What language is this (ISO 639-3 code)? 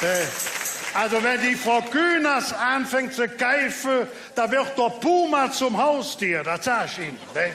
ksh